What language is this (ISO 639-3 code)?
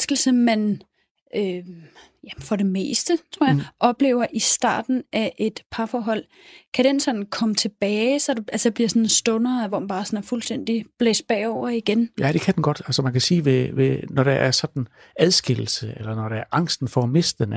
dan